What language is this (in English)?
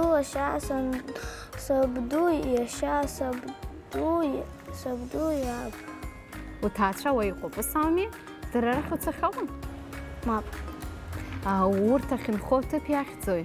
Abkhazian